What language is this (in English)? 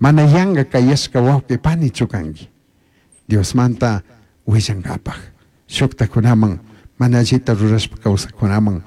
Chimborazo Highland Quichua